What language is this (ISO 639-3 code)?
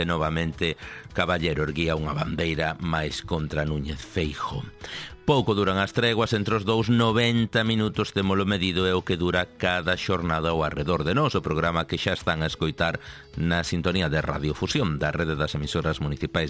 glg